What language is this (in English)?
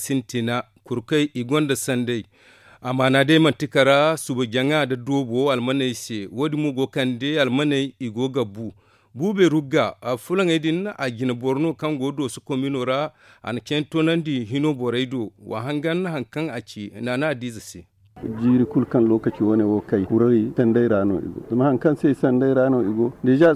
Zarma